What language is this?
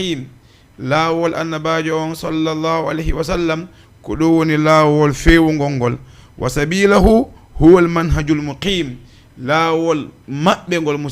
Fula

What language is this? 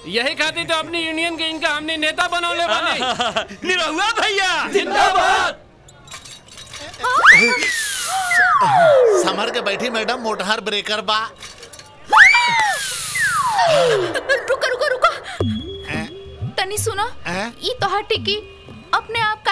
Bhojpuri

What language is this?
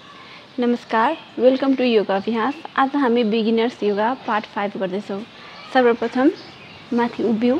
Nepali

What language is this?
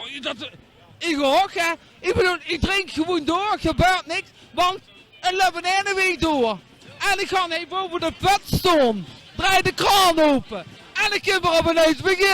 Limburgish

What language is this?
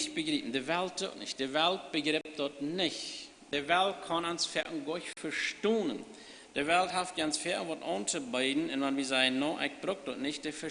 Plautdietsch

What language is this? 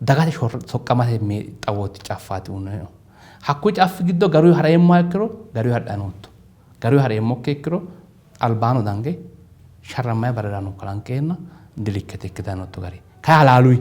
Sidamo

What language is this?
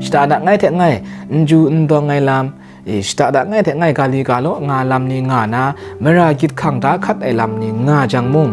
Kachin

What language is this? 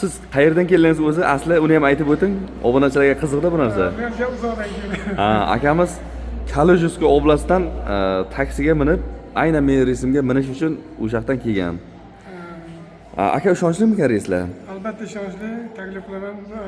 Uzbek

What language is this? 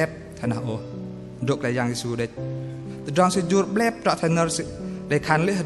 Bahnar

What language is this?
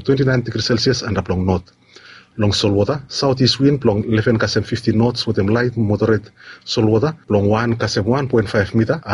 Bislama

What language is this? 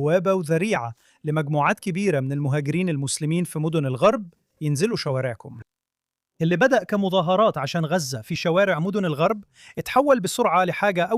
Egyptian Arabic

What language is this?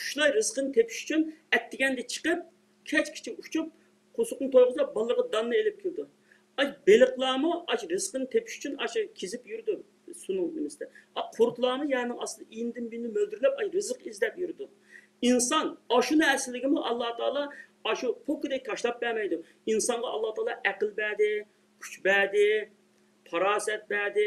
Uyghur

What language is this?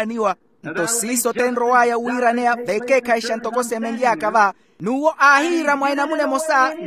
Makhuwa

